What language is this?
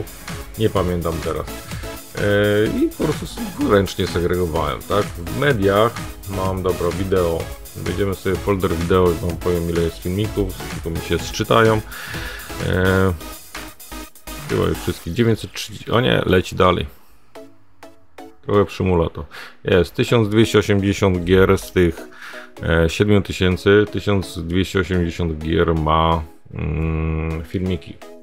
Polish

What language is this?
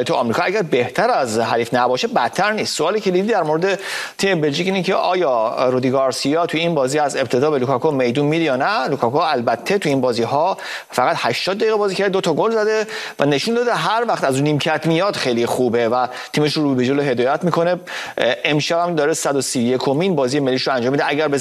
Persian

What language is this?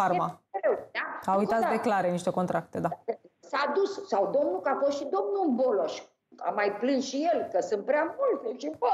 Romanian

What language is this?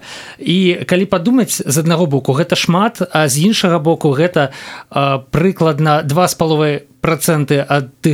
Belarusian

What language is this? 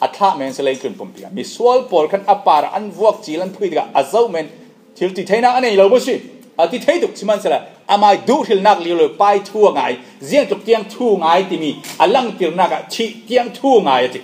Falam Chin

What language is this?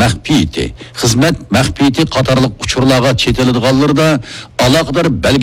Uyghur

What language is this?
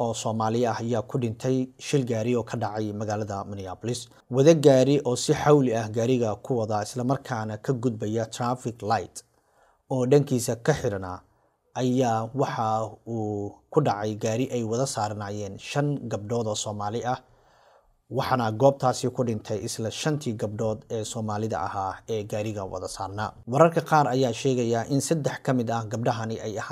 Somali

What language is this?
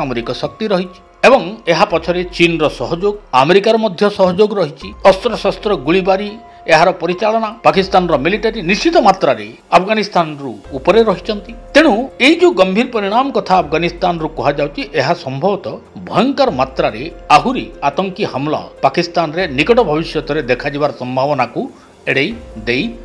Odia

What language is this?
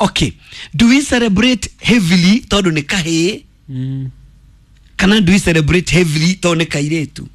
Kikuyu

